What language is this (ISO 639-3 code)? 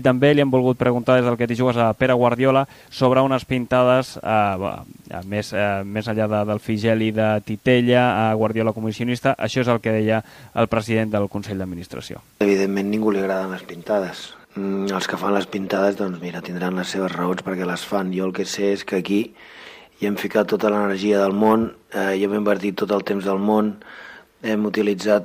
cat